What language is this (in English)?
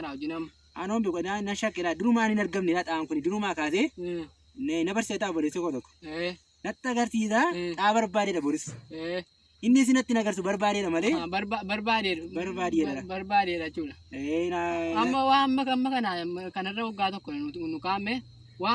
Oromo